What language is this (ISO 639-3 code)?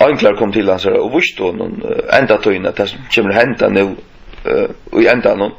fao